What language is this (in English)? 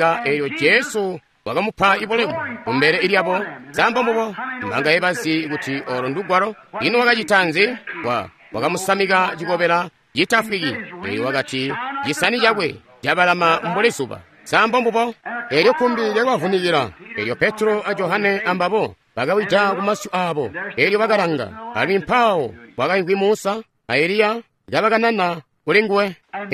Tonga (Zambia)